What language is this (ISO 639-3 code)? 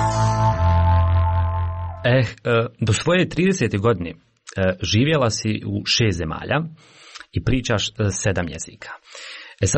hrv